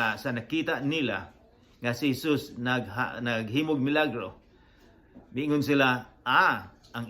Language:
Cebuano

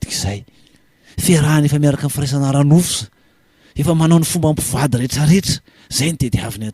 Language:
Malagasy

